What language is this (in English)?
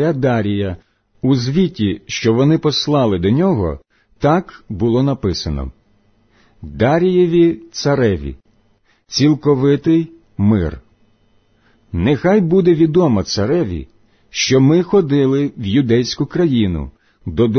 Ukrainian